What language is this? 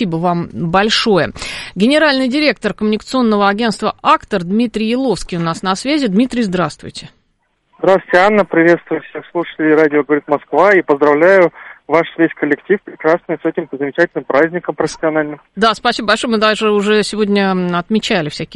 Russian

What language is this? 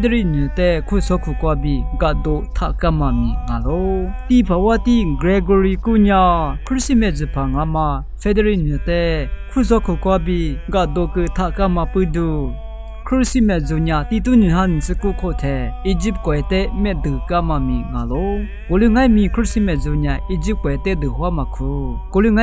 Lisu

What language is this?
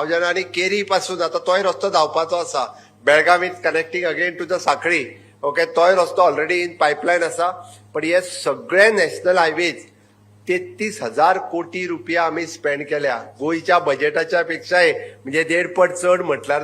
Konkani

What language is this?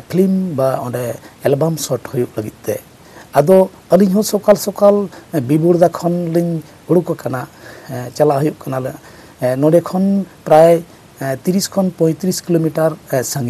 Santali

